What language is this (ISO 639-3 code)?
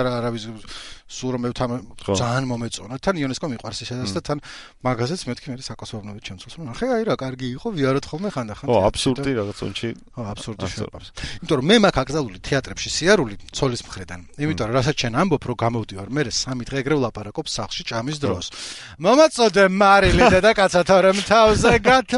kat